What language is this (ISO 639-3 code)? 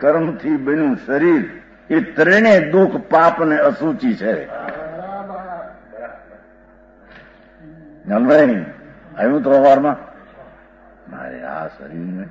guj